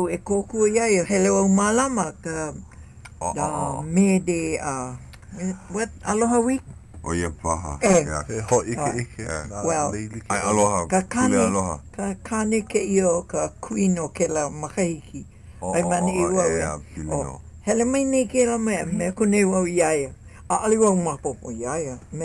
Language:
Hawaiian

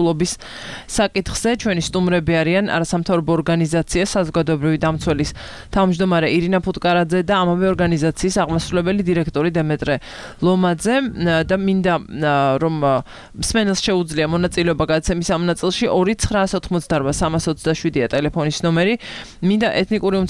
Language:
Georgian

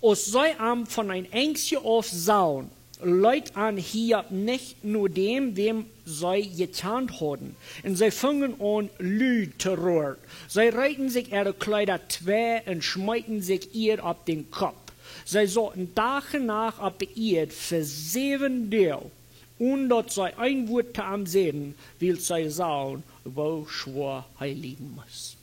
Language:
Plautdietsch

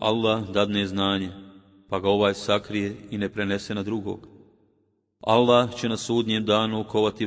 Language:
Bosnian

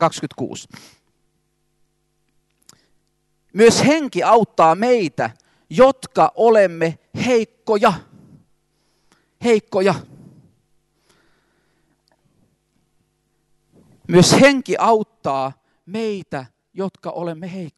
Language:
Finnish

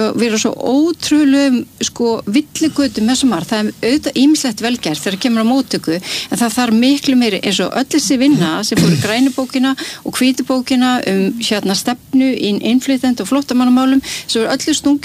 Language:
Icelandic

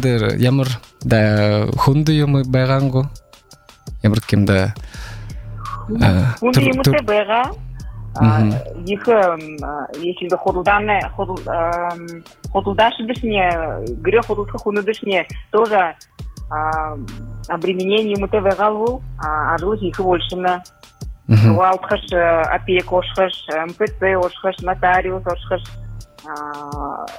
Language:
Buriat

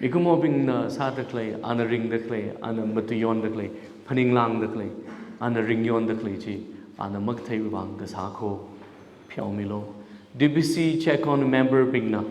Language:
Tangkhul Naga (India)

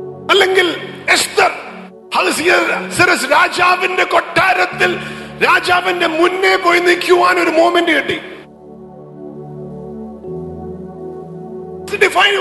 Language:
Malayalam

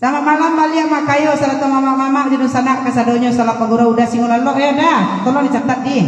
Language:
Minangkabau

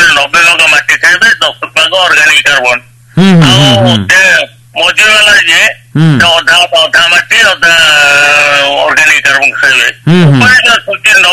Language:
Odia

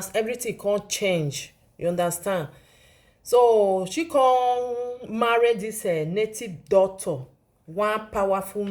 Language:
Nigerian Pidgin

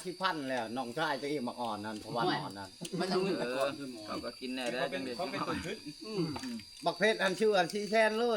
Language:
Northeastern Thai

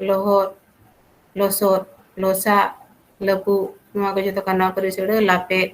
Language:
Santali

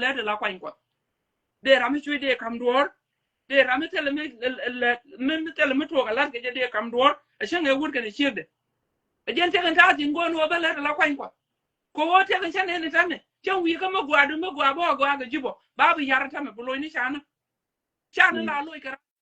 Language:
Nuer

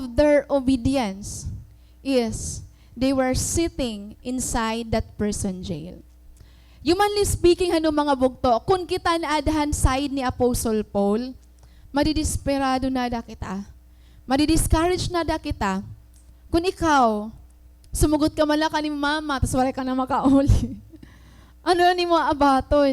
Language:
Waray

